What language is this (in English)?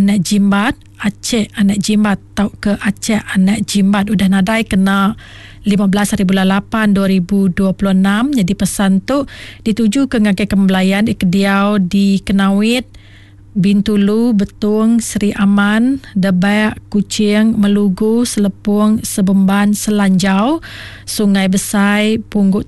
Iban